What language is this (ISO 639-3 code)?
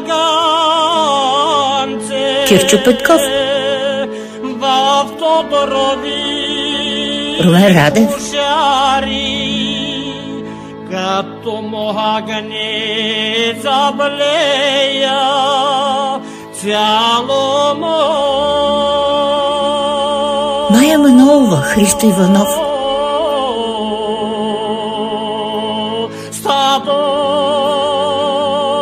bul